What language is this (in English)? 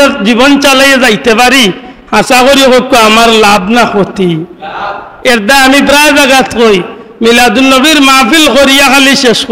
Sylheti